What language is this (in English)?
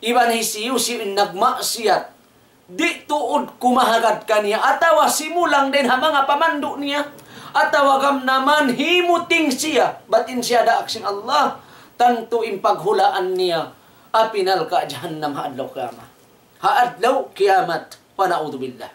Tausug